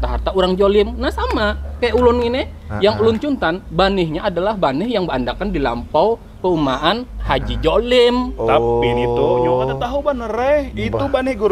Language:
Banjar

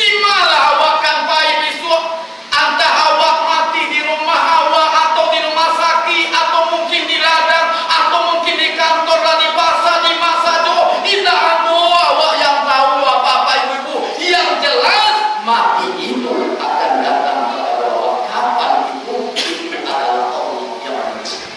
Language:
Minangkabau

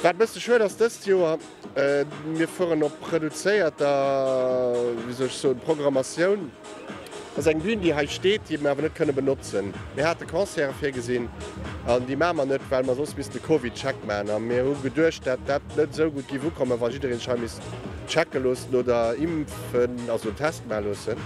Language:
Luxembourgish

